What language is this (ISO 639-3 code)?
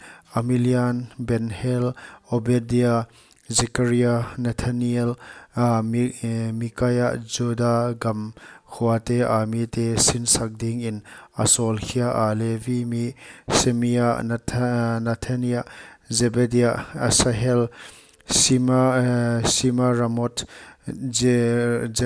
pck